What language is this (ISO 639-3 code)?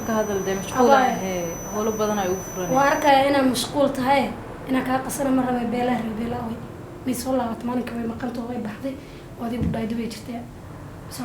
som